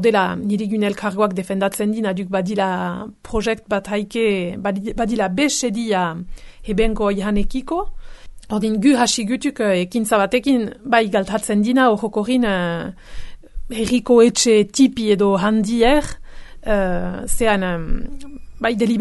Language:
Basque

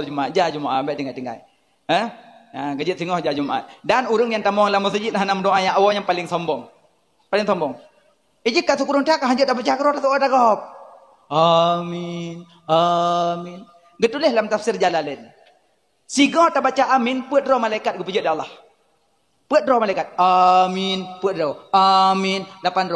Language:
Achinese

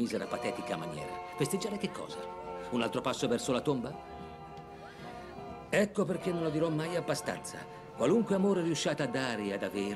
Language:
Italian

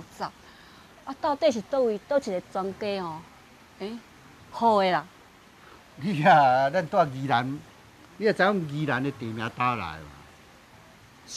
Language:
Min Nan Chinese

